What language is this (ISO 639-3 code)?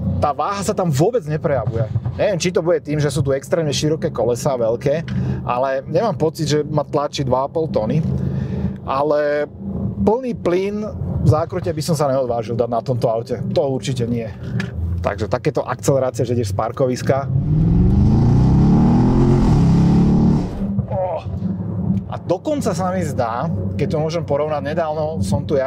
slk